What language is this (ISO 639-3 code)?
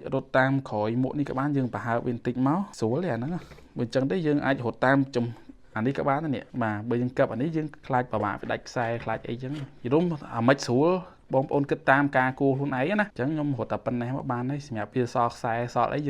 khm